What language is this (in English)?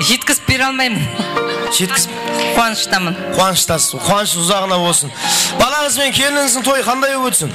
Kara-Kalpak